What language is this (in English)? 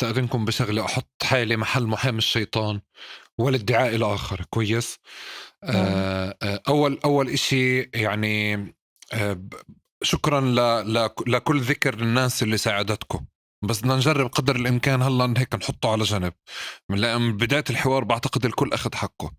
North Levantine Arabic